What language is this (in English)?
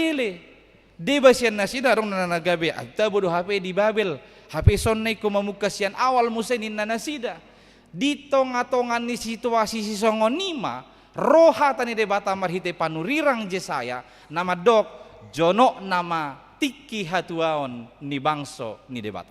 Batak Toba